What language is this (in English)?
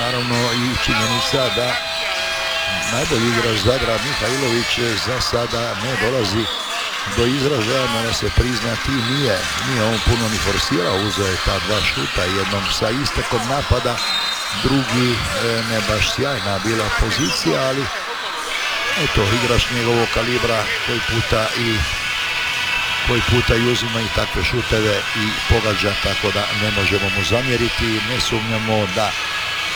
Croatian